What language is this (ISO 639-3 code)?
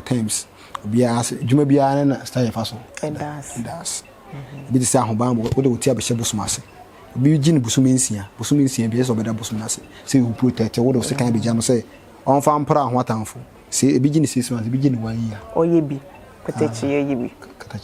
aka